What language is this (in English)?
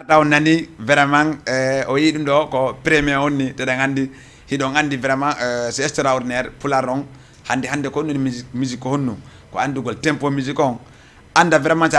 Fula